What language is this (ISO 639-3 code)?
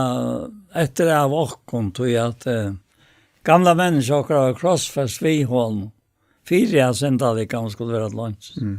fao